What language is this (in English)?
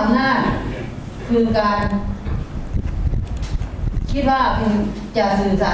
Thai